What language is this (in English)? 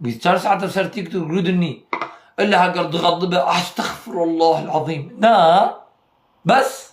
Kurdish